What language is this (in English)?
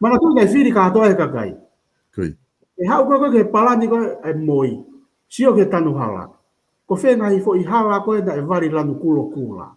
Tongan